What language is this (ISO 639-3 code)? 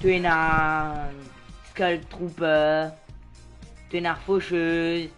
mfe